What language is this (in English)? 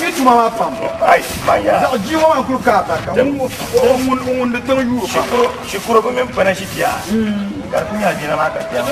Dagbani